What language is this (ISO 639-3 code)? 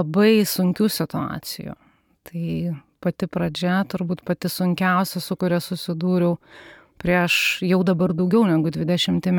lit